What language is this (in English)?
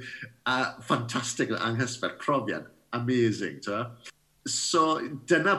Welsh